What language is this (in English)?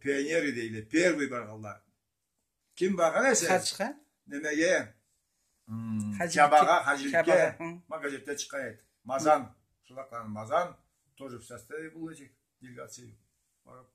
Karachay-Balkar